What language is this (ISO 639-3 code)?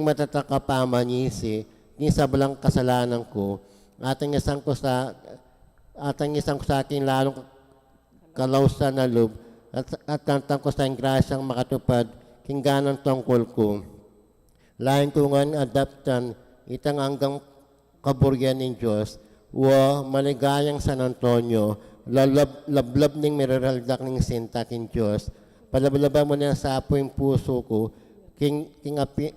pam